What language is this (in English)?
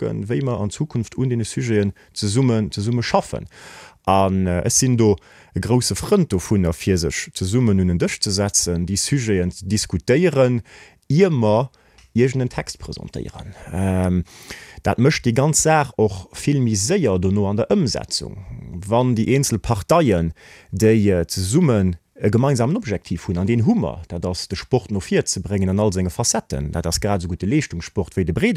Luxembourgish